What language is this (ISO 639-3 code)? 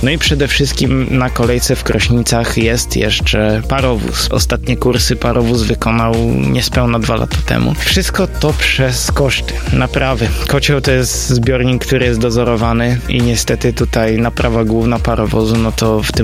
pol